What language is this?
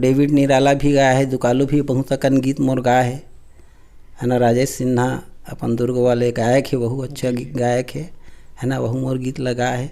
Chhattisgarhi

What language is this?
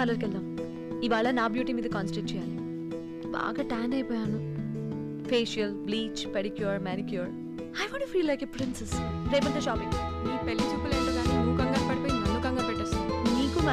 Telugu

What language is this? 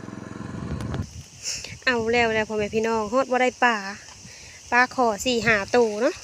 Lao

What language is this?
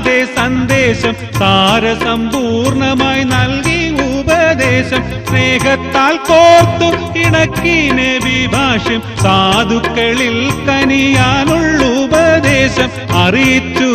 Malayalam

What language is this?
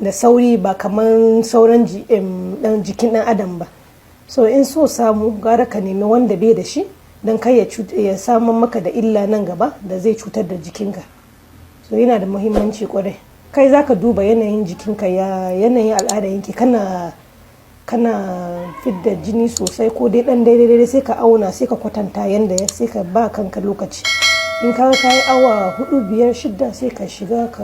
Hausa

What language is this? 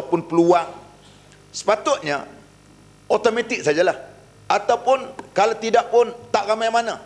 Malay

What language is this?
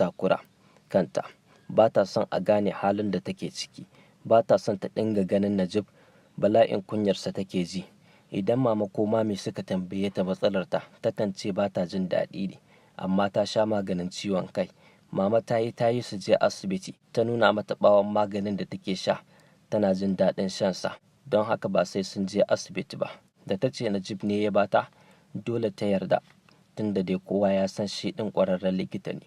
Hausa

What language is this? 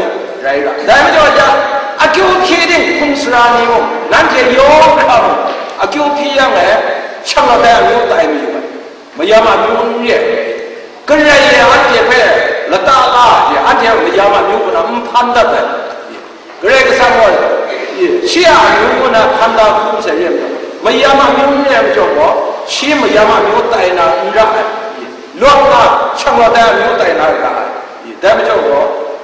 Kachin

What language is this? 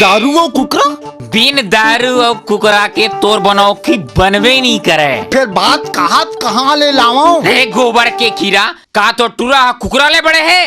Chhattisgarhi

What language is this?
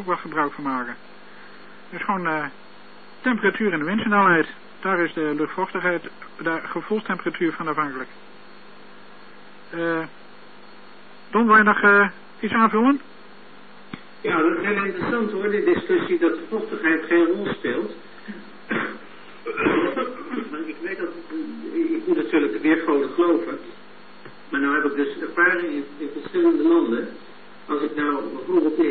Dutch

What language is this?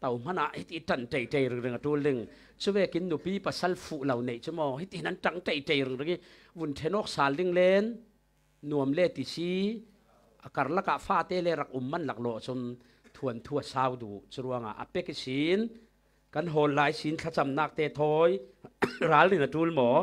Falam Chin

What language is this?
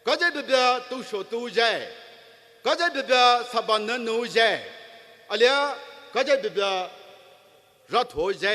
Poumei Naga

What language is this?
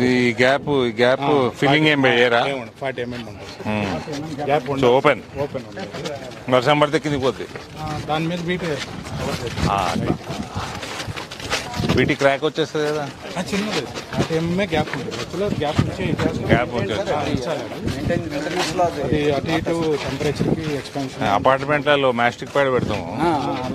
Telugu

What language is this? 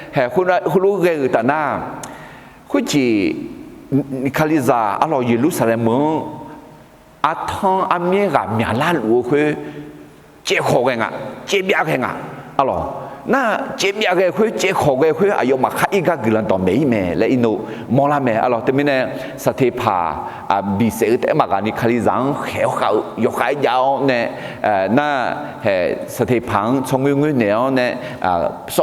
Akha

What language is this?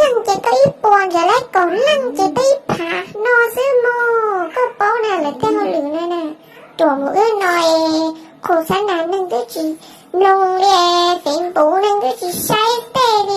Hmong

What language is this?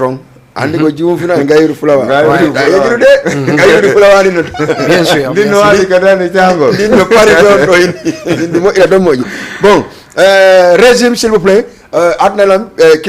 Fula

